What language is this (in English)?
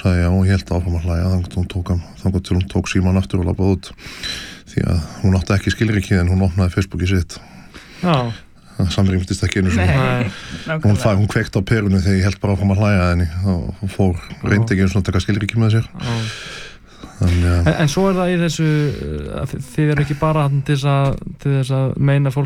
Icelandic